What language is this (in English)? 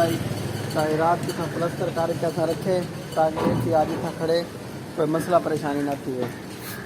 Saraiki